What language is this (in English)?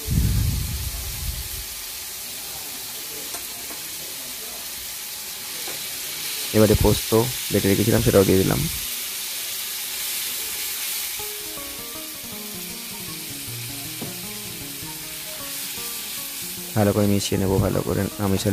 Bangla